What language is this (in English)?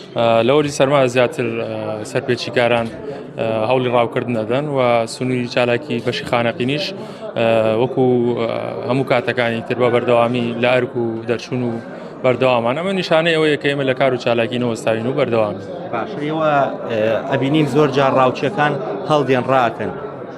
Central Kurdish